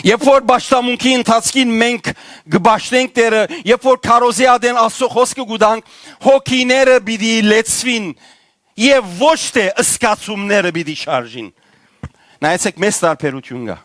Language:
Western Armenian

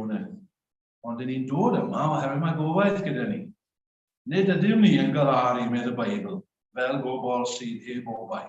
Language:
Welsh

